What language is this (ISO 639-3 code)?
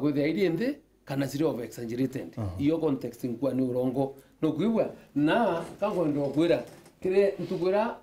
mer